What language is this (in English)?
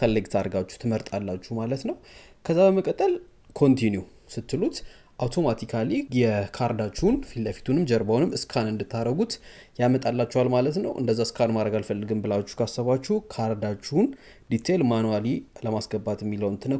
Amharic